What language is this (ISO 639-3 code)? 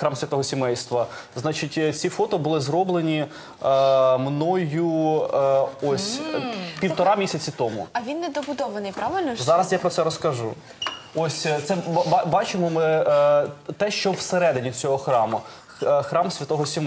ukr